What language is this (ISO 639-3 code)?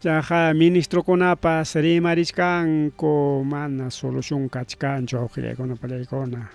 quy